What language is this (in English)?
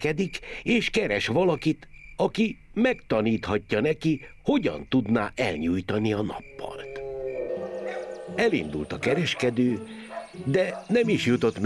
Hungarian